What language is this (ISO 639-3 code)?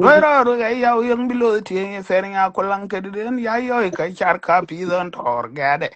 nus